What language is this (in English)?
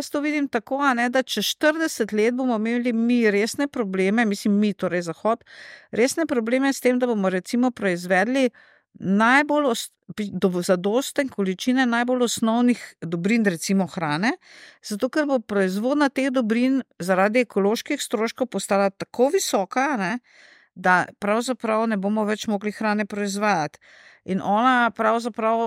Slovenian